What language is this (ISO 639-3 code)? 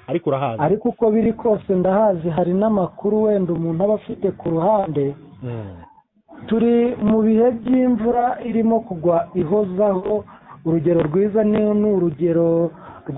kin